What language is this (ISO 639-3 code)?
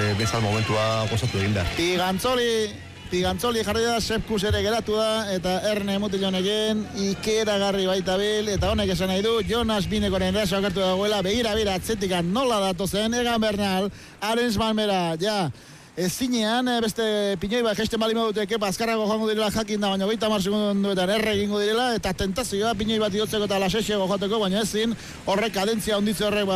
eus